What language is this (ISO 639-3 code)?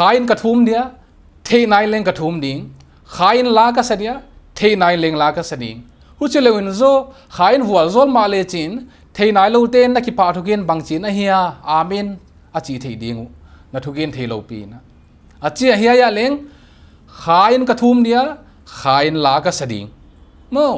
pck